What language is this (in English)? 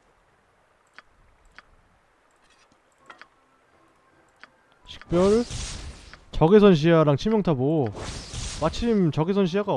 Korean